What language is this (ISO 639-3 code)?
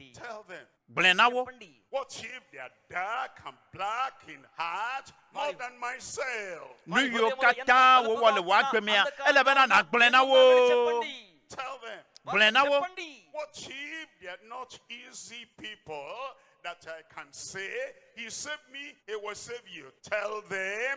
ewe